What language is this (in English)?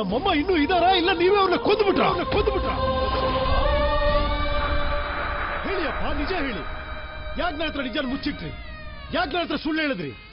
Kannada